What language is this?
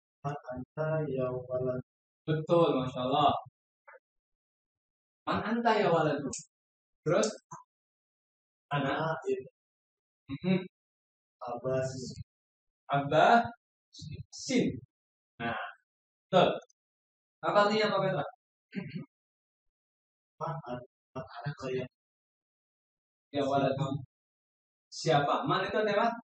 Indonesian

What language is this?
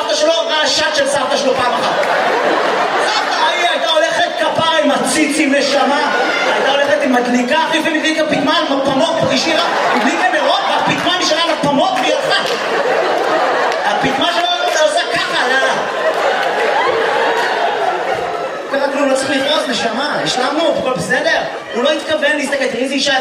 Hebrew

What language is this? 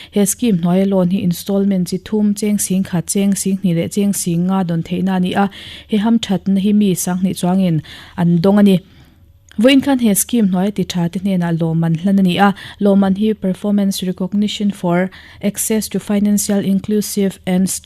Mizo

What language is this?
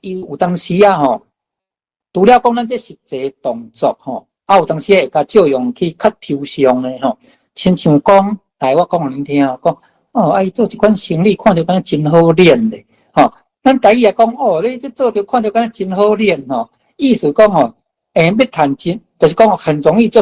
Min Nan Chinese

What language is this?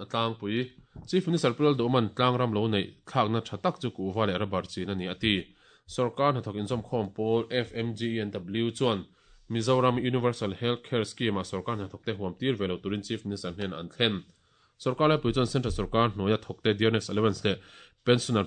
Mizo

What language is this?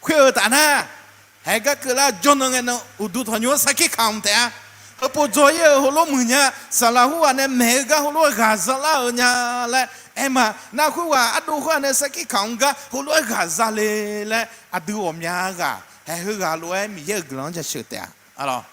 Akha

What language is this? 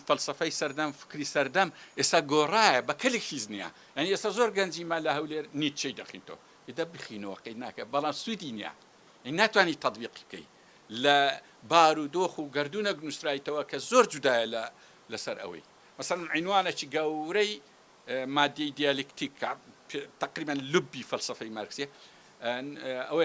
Central Kurdish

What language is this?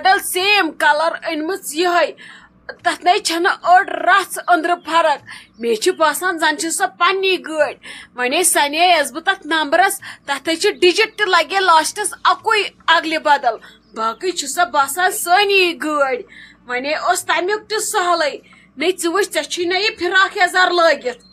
Kashmiri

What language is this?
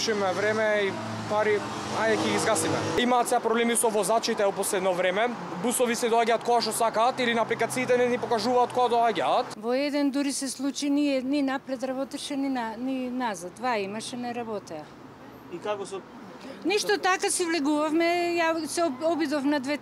Macedonian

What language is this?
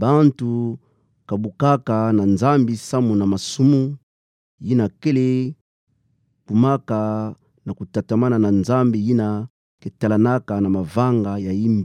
Kituba (Democratic Republic of Congo)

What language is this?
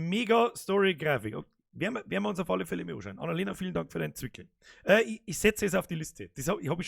Bavarian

